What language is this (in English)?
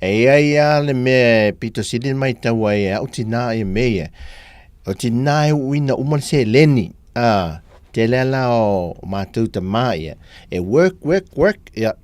Samoan